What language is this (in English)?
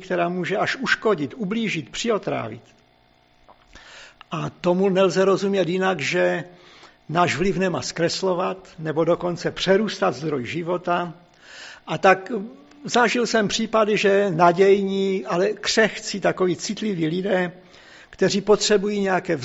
Czech